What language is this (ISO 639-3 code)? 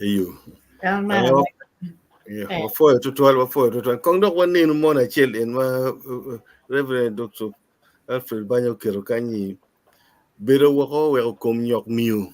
ach